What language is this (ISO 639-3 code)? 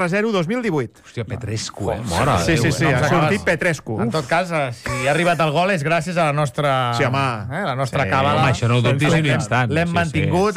cat